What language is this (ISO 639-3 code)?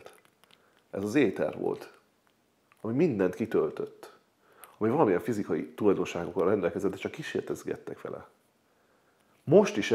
hun